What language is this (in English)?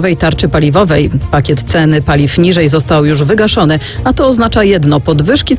Polish